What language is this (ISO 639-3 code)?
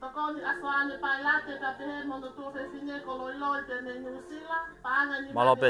ton